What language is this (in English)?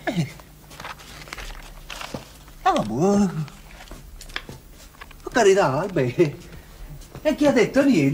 Italian